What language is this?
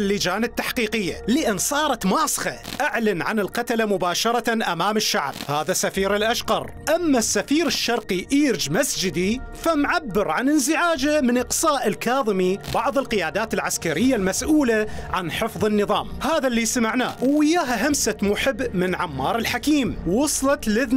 Mesopotamian Arabic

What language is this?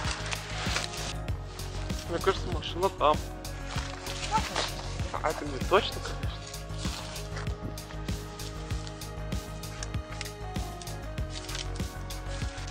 Russian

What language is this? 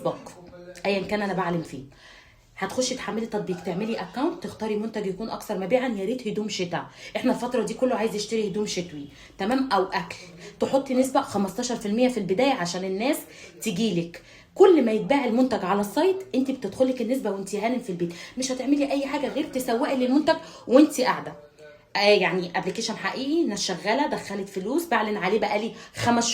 Egyptian Arabic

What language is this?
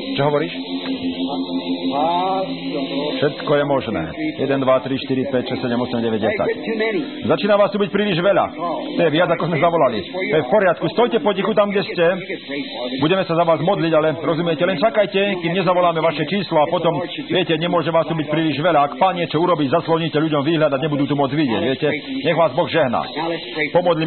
Slovak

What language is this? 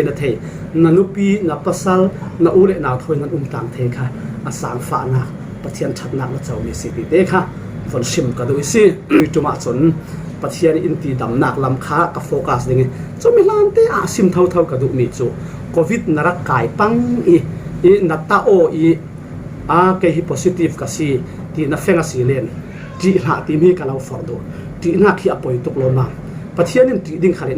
Falam Chin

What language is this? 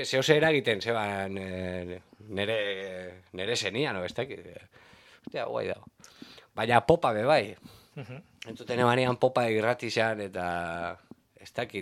Basque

